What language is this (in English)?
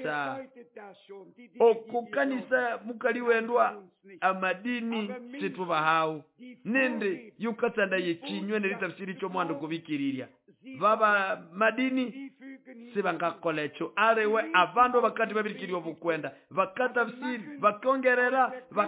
Nande